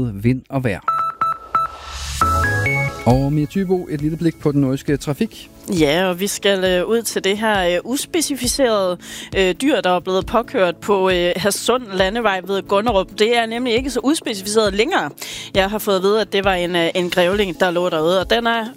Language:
Danish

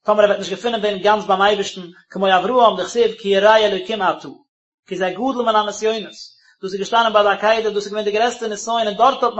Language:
Yiddish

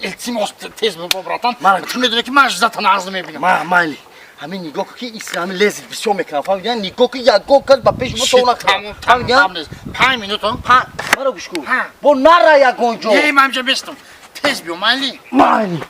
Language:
Tajik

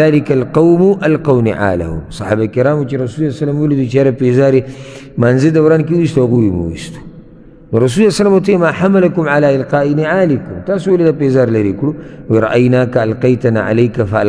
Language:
Pashto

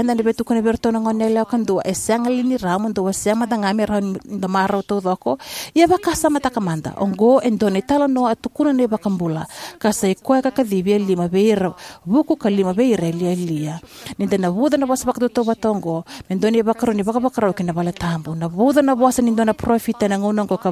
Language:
Fijian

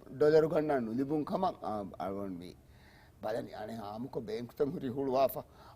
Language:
Divehi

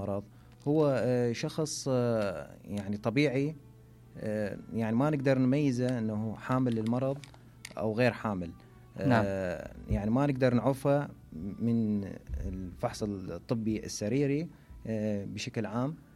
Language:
Mesopotamian Arabic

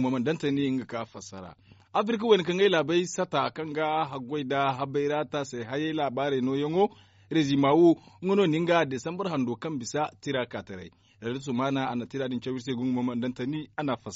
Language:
Zarma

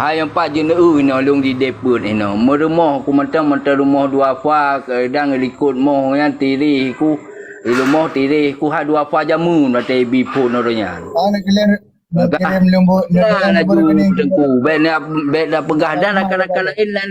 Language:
Achinese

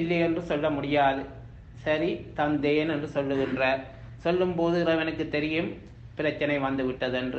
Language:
Tamil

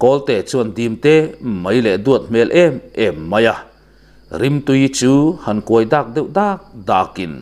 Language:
Mizo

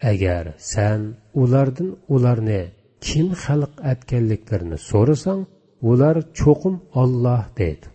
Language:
Uyghur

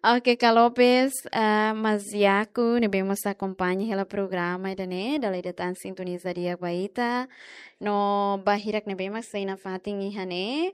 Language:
Tetum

